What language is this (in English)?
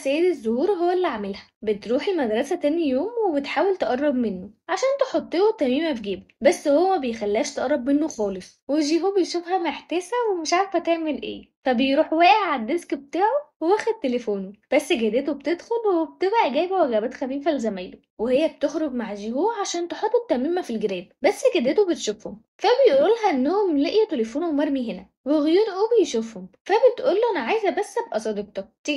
Egyptian Arabic